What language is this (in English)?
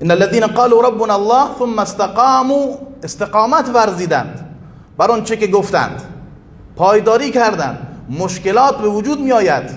Persian